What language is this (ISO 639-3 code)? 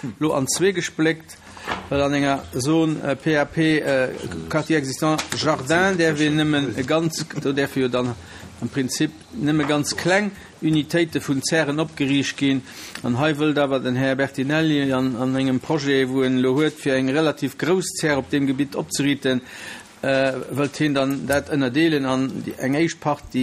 ltz